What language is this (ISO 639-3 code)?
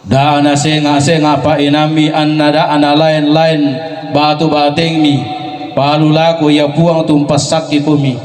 sda